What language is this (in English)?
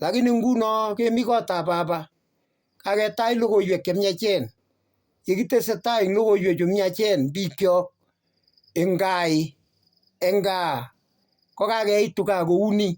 Kalenjin